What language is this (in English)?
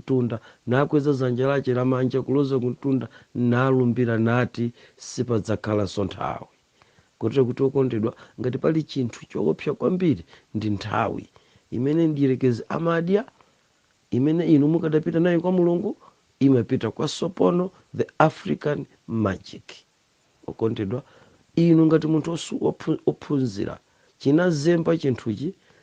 Nyanja